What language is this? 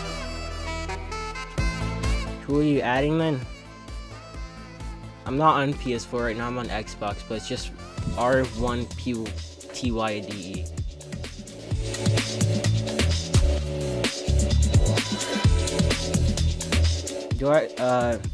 English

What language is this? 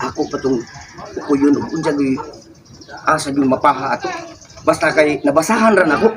Cebuano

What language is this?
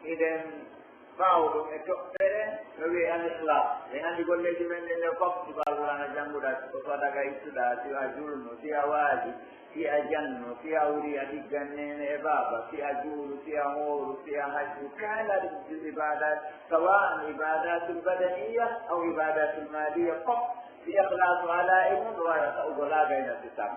Pular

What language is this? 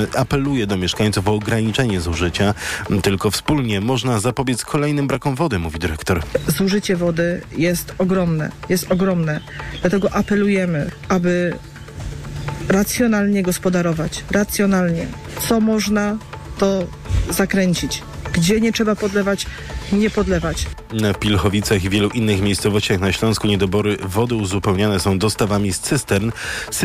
Polish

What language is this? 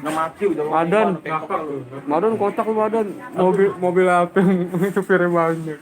Betawi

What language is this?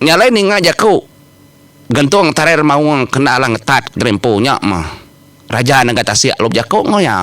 Iban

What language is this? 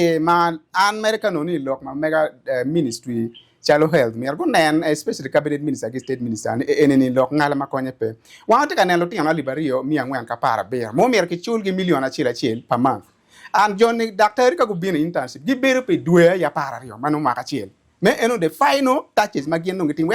Acoli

